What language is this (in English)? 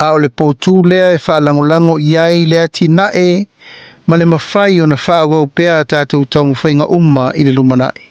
Samoan